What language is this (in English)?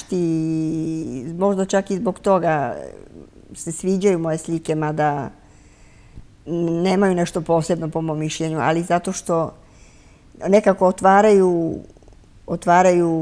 Serbian